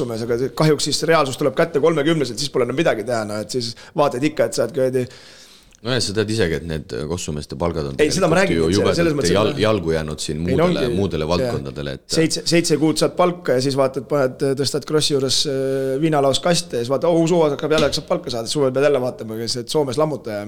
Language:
Estonian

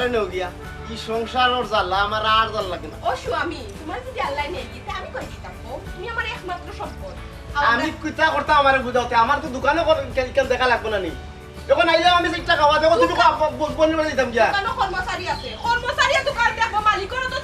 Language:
Sylheti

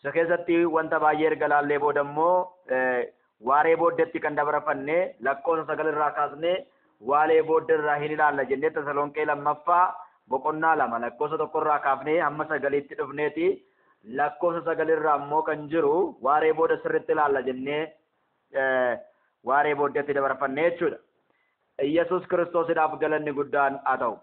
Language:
Oromo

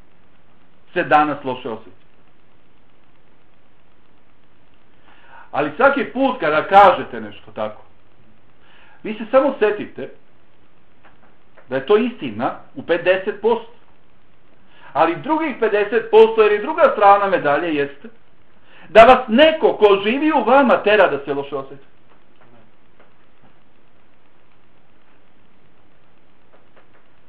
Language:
Bosnian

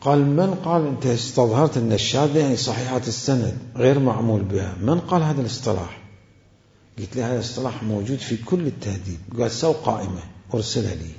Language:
Mesopotamian Arabic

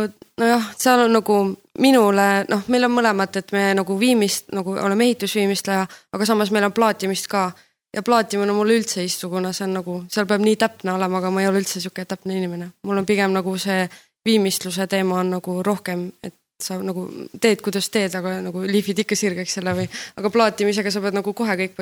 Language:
Estonian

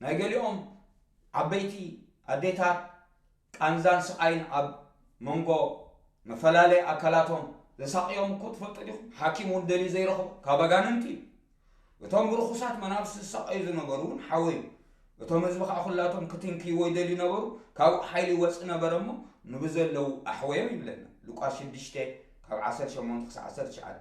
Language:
Tigrinya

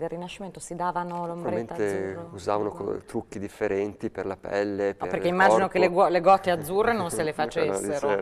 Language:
Italian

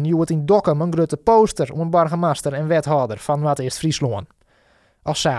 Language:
Western Frisian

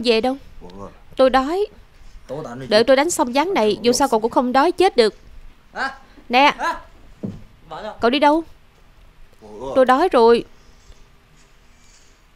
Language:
Vietnamese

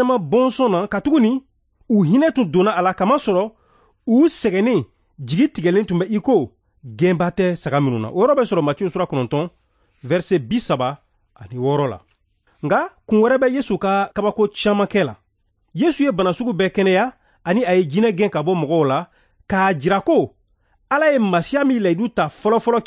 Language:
Bambara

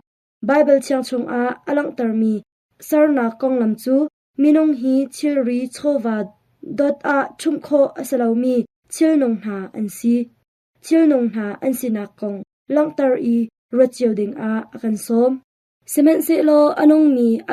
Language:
Hakha Chin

